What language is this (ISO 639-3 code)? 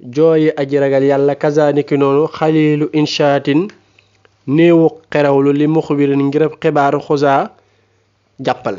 wol